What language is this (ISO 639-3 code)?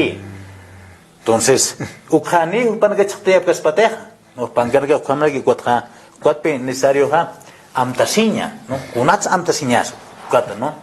aym